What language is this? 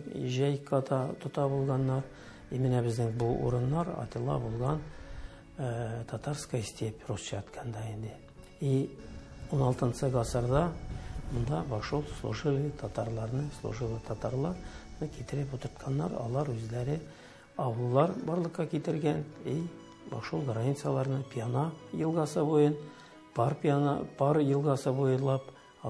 Tatar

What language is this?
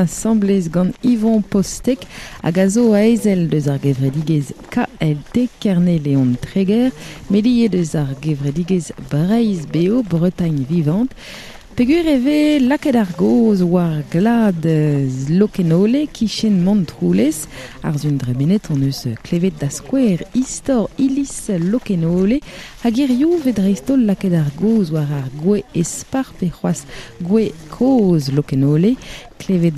Breton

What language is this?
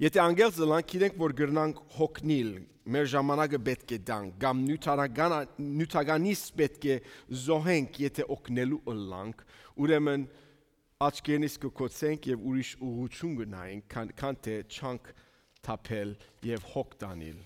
Western Armenian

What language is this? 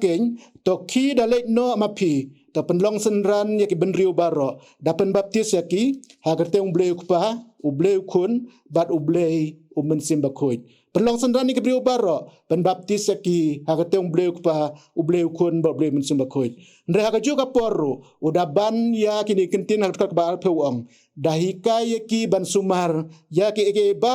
Khasi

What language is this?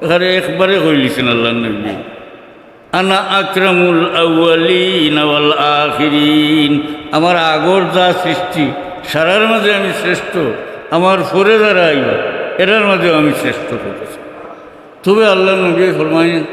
Sylheti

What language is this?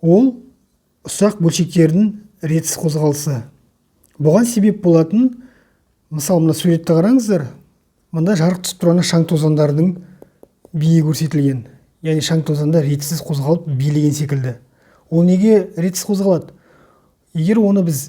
Kazakh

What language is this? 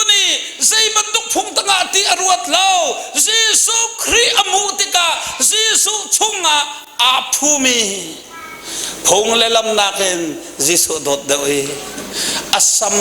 Hakha Chin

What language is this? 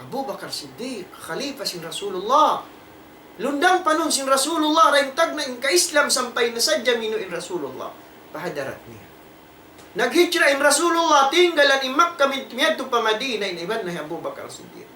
Tausug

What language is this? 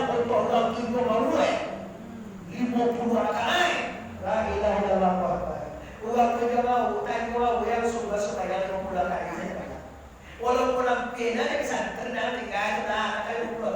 Minangkabau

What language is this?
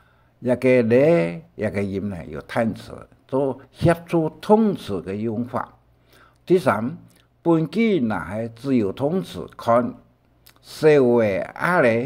Hakka Chinese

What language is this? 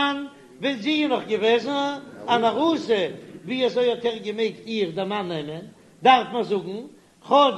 Yiddish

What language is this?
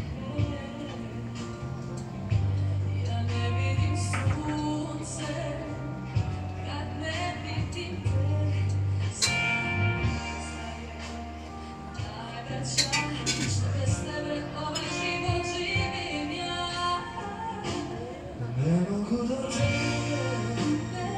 Croatian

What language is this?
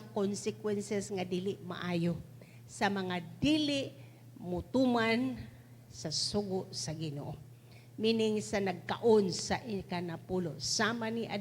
Cebuano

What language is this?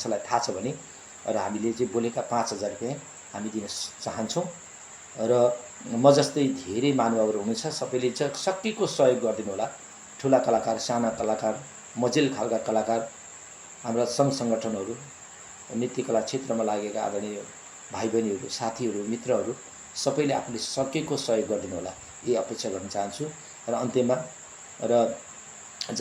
Nepali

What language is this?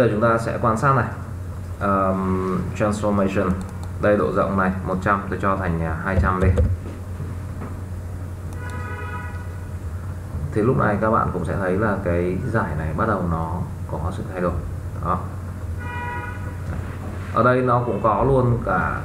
Vietnamese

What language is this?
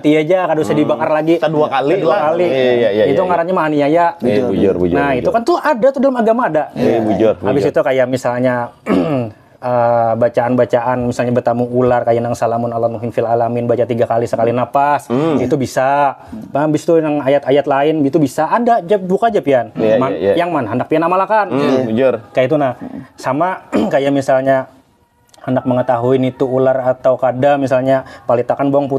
Banjar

